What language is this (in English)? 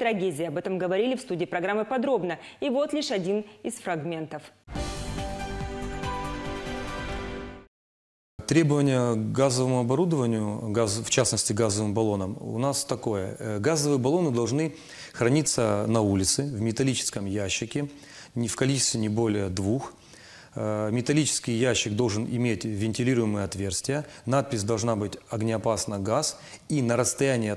Russian